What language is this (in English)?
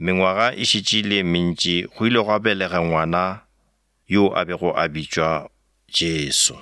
Northern Sotho